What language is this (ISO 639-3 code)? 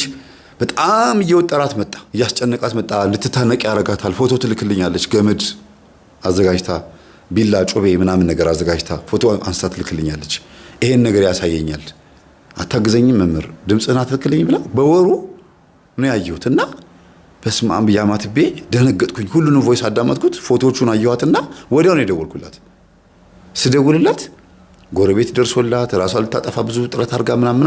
amh